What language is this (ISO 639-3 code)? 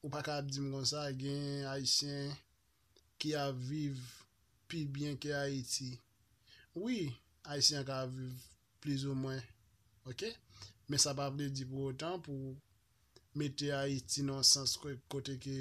hat